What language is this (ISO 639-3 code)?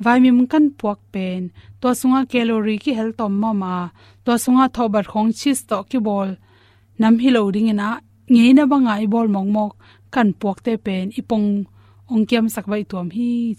ctd